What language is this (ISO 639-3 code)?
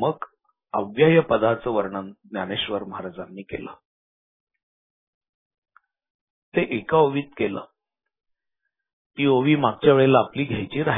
mar